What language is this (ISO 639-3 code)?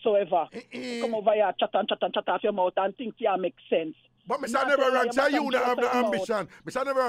jam